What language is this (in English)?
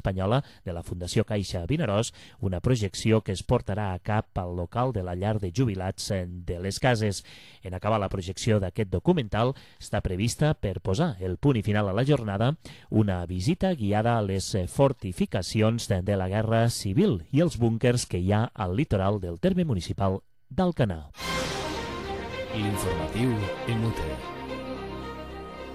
Catalan